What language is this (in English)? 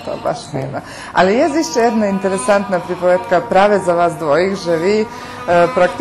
Rusyn